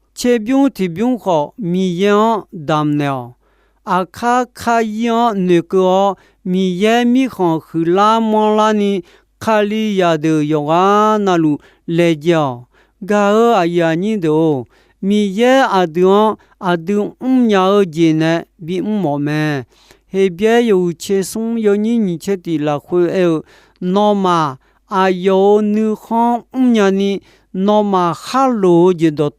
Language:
Akha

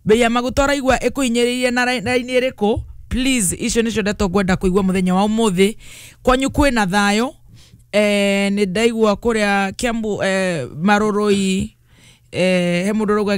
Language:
Kikuyu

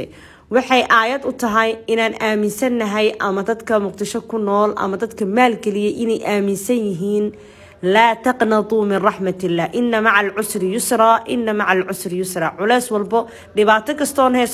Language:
Somali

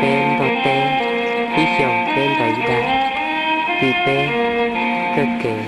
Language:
Hmong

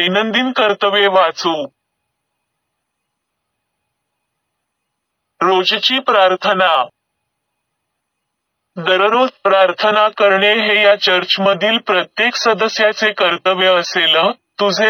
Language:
Marathi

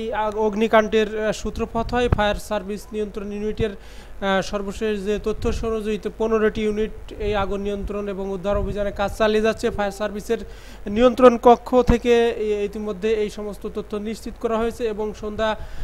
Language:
Bangla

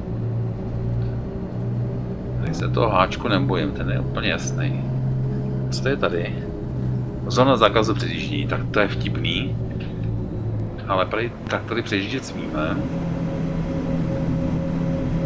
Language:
Czech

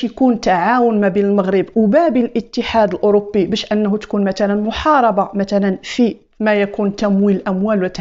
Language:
Moroccan Arabic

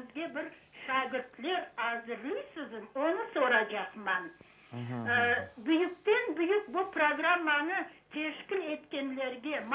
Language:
Crimean Tatar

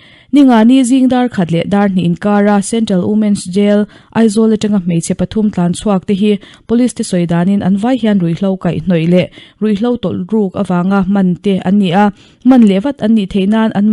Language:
Mizo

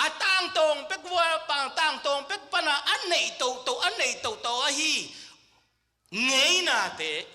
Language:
Tedim Chin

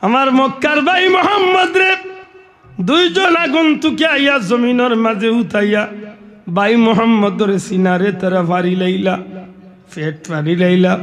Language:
Sylheti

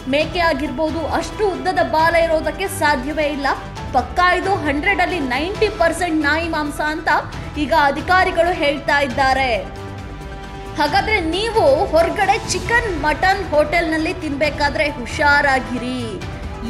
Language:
Kannada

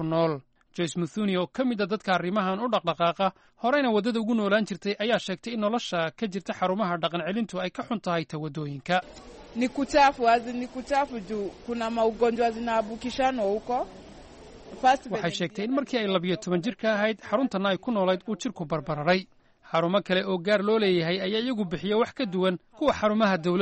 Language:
Somali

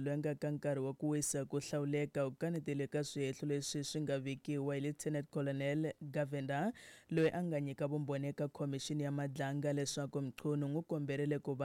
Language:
Tsonga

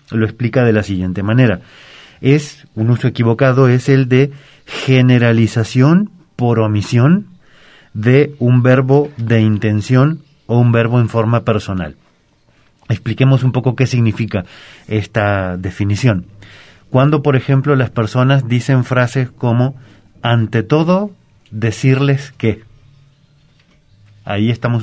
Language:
Spanish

